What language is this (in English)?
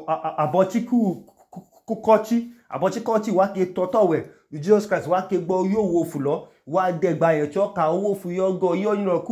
Idoma